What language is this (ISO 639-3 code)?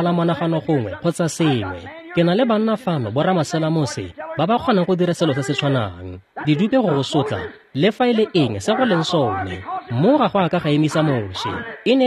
tsn